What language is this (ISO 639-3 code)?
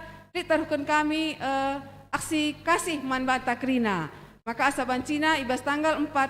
btx